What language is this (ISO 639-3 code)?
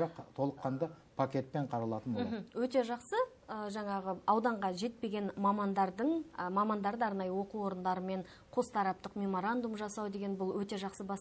kaz